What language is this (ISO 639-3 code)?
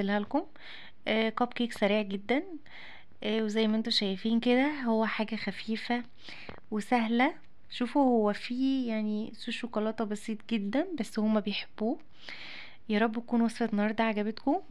arz